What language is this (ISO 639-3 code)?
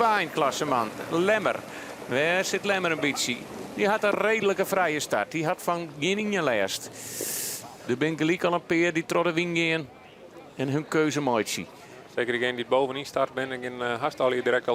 fry